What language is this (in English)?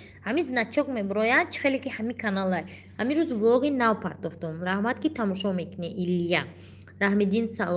Tajik